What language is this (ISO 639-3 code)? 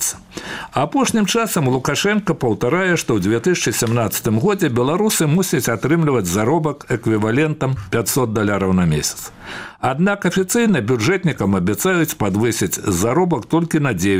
bel